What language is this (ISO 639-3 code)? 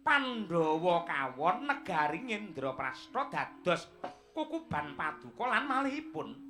jav